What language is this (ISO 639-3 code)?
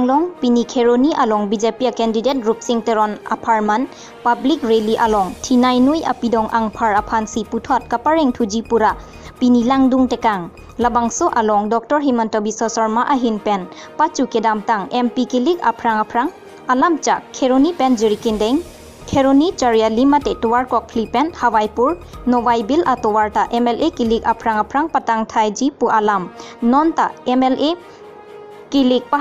mjw